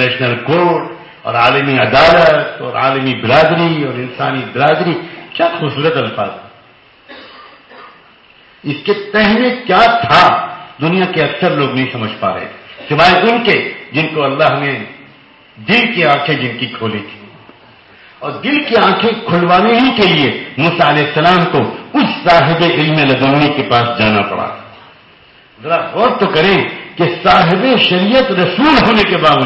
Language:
Urdu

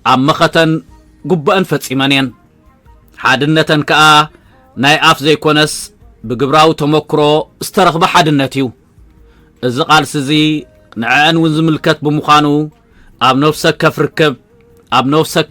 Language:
Tigrinya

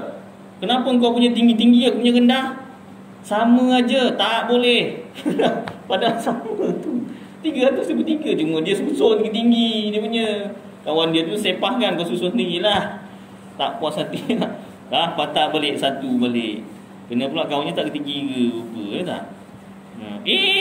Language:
Malay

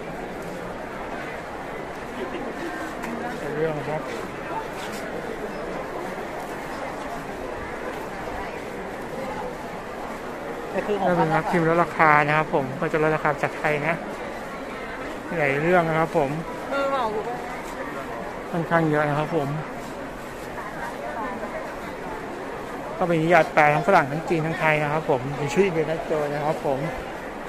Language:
Thai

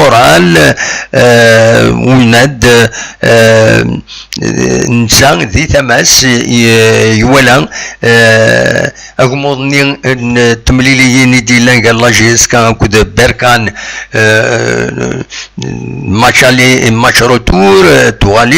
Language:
Kabyle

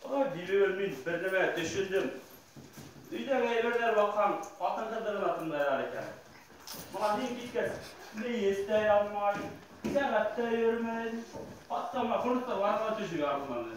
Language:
Bashkir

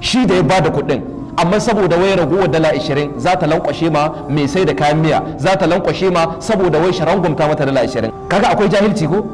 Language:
Hausa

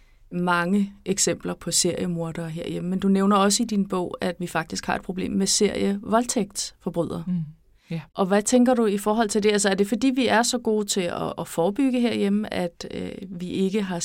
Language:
Danish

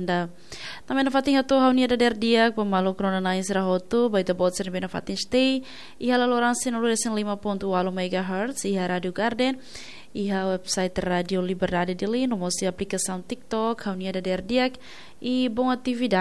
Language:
Tetum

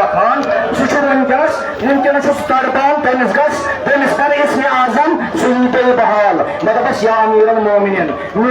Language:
Kashmiri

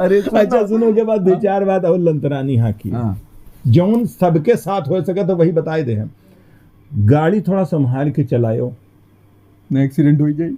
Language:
Awadhi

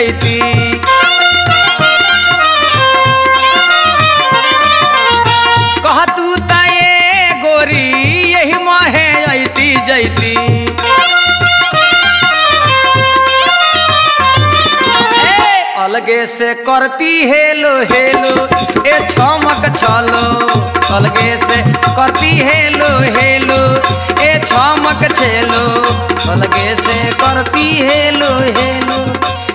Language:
Bhojpuri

